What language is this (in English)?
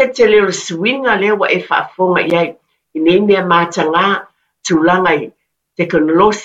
Samoan